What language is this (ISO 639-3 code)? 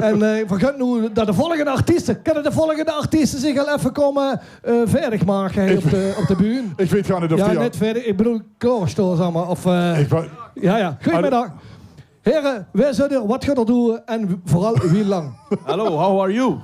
lim